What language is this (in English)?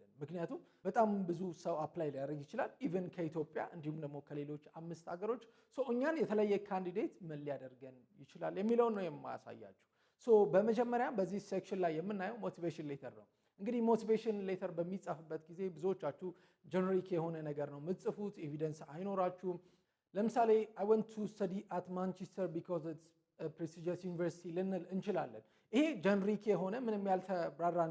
Amharic